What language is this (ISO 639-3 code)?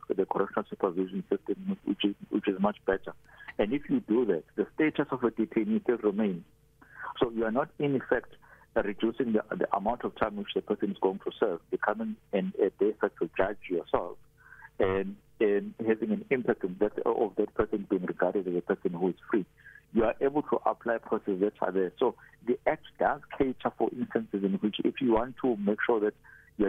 eng